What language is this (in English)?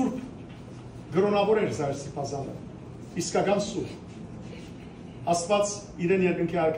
Western Armenian